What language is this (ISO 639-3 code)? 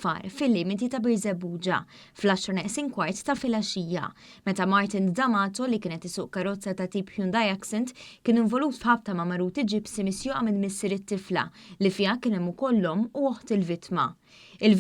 mlt